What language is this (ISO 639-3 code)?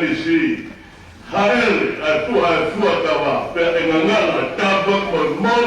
ton